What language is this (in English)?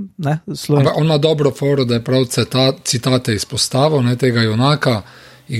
Slovenian